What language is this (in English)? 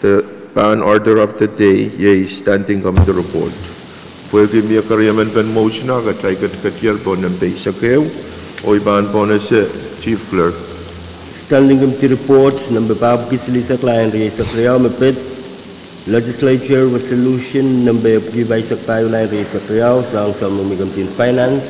Pohnpeian